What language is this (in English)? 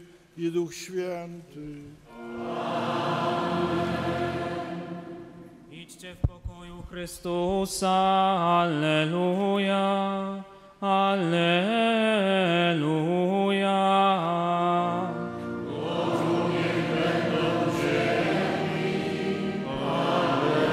Polish